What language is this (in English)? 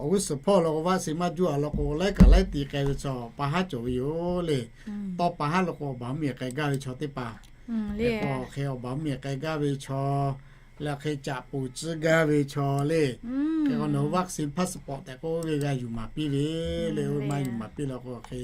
Lahu